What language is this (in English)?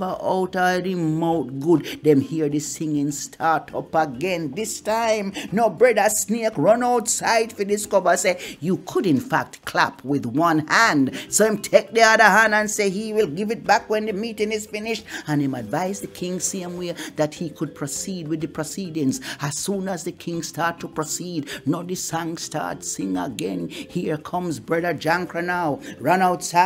Jamaican Creole English